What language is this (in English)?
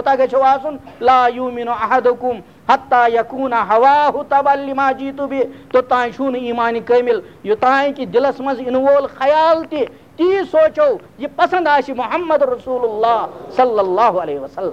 Kashmiri